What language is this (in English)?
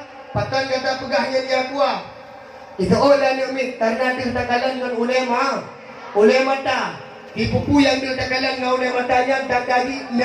Achinese